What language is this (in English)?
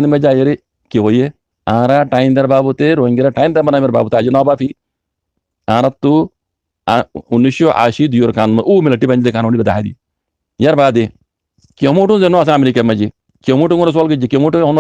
Rohingya